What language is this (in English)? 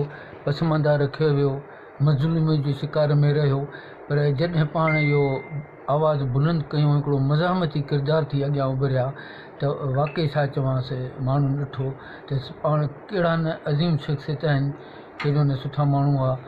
Sindhi